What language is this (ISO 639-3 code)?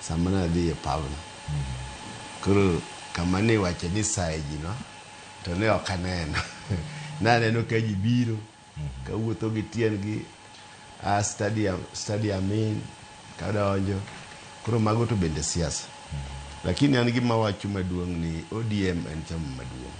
luo